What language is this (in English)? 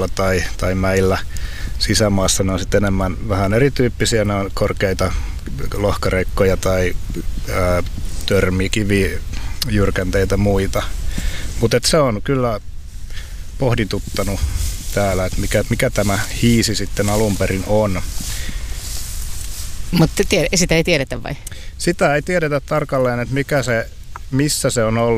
Finnish